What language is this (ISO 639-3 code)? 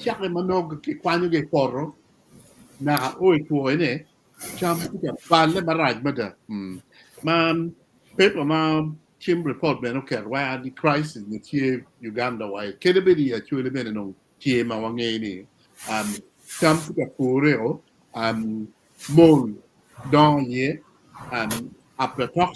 ach